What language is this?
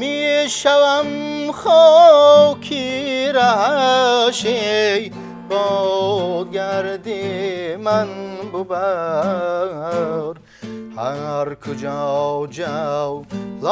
Tajik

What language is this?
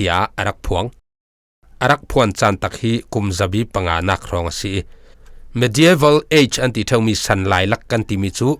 Falam Chin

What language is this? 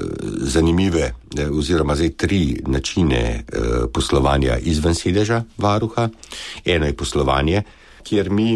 Slovenian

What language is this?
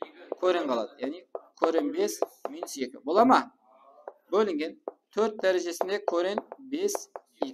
Kara-Kalpak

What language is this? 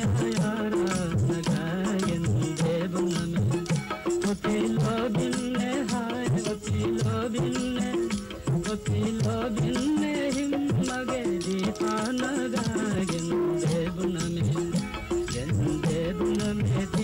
Divehi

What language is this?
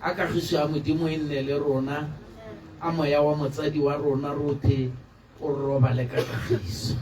Tswana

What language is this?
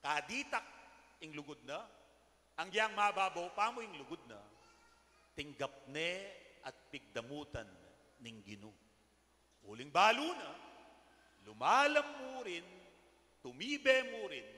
Pampanga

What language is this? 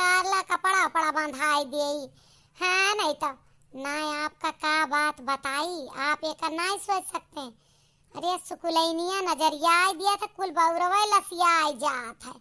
Awadhi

